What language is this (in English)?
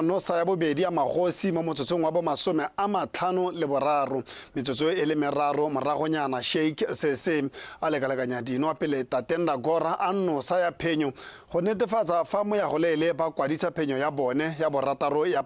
Tswana